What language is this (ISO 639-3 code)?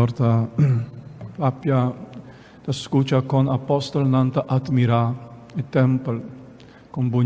pap